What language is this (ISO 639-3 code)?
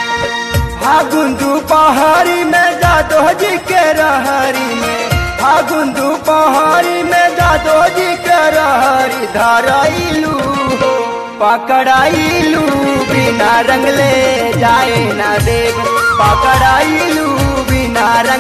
bho